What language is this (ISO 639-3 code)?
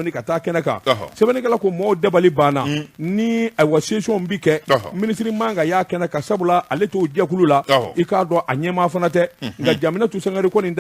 bam